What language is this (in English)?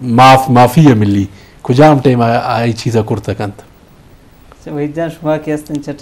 Eastern Balochi